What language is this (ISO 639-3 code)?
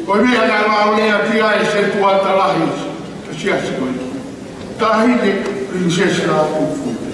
ton